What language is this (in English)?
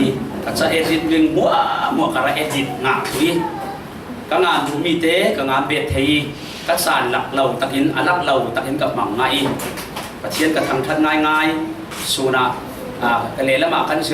Falam Chin